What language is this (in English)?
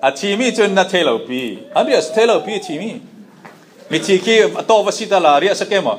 Falam Chin